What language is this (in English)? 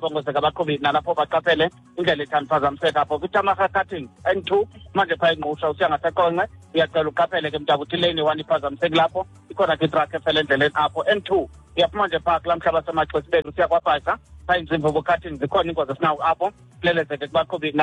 Xhosa